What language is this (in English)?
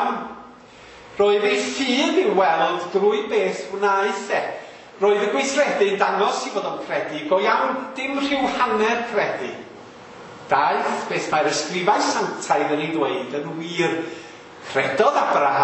Welsh